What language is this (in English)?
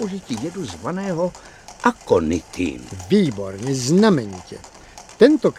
Czech